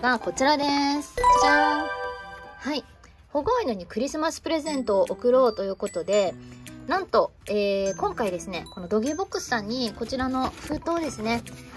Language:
Japanese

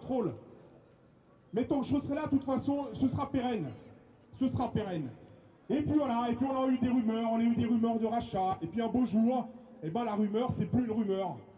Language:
French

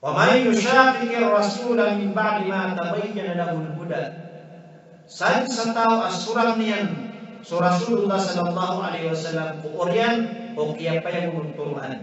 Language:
Maranao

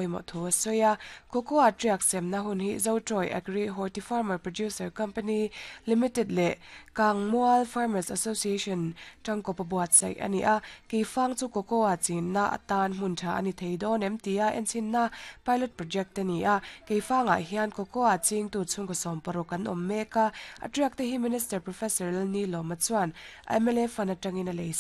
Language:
Mizo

